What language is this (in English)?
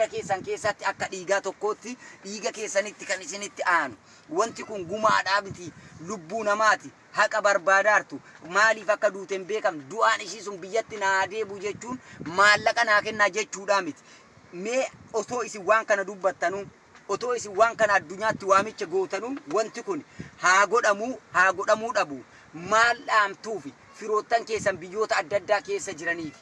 Oromo